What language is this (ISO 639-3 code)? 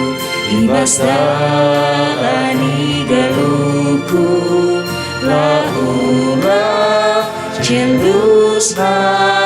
btx